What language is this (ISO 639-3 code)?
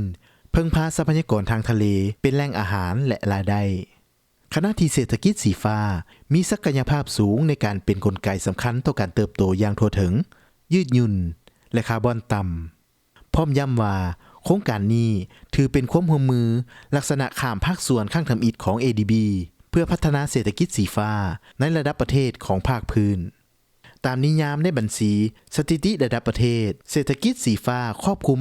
lao